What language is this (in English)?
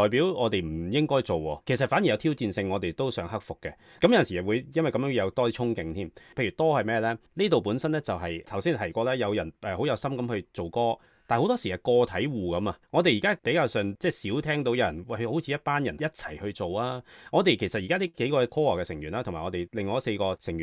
Cantonese